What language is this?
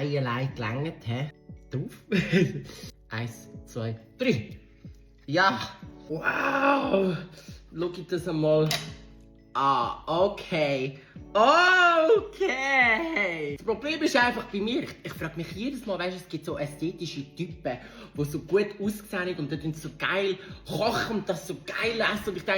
Swiss German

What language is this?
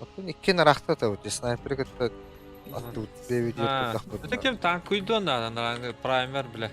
Yakut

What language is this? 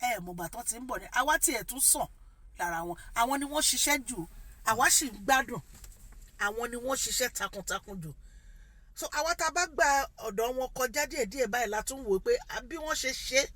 Yoruba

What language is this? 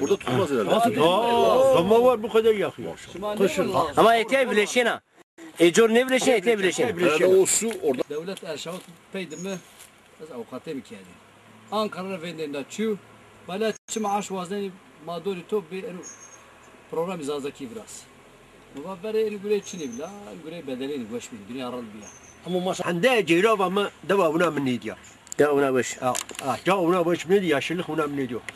Zaza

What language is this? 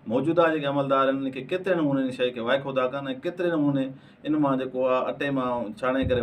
Sindhi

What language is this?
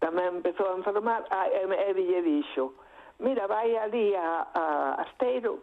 Galician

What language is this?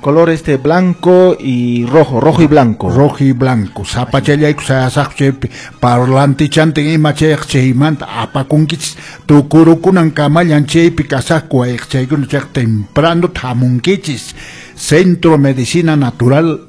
Quechua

